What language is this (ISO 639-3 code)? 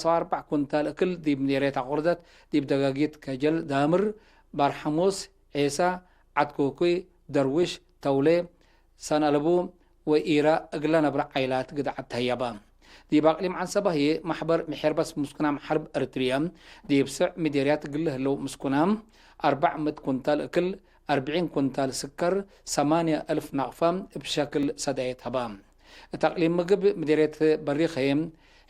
tig